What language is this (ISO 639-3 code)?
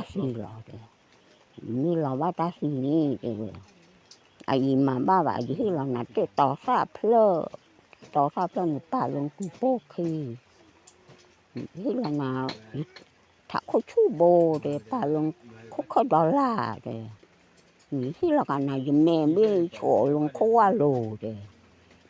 ksw